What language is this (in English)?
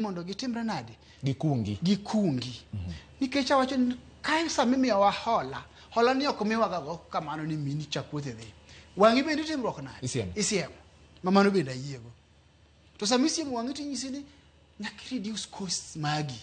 Luo (Kenya and Tanzania)